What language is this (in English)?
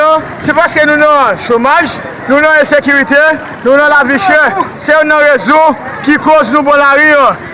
Haitian Creole